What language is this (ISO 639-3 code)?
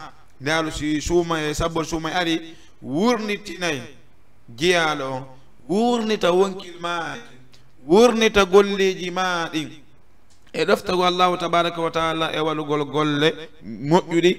ful